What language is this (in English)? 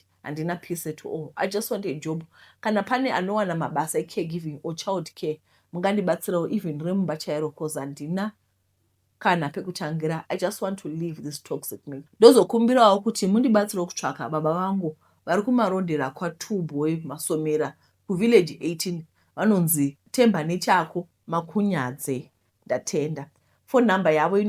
Shona